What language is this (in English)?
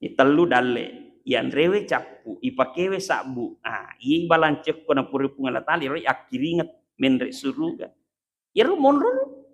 Buginese